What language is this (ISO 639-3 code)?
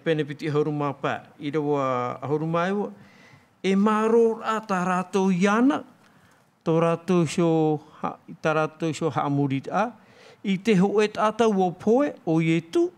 tah